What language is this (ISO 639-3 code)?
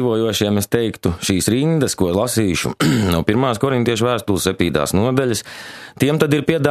lav